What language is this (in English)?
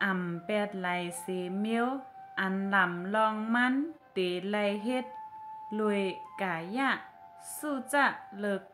Shan